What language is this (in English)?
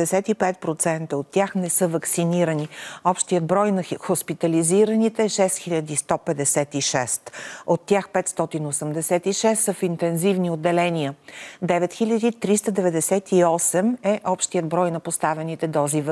Bulgarian